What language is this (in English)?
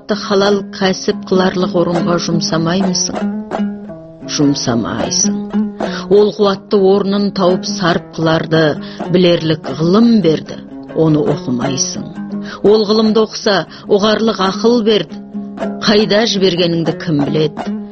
Kazakh